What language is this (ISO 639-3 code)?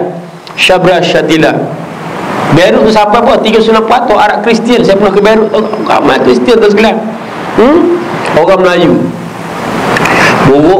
msa